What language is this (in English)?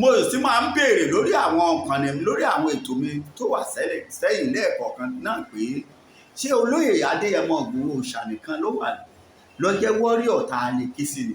Yoruba